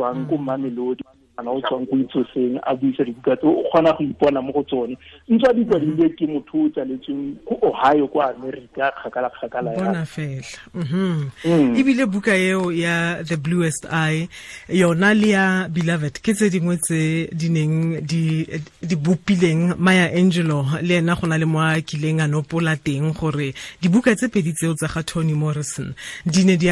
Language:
Tswana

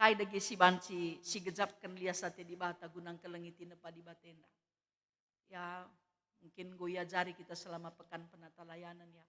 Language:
Batak Karo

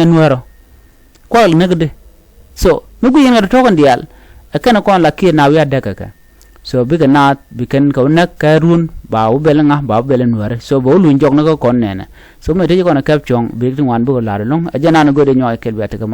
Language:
Nuer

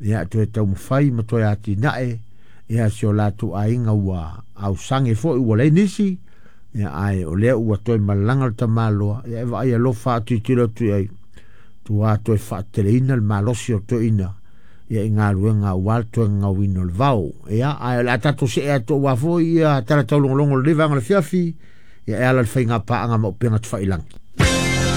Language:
Samoan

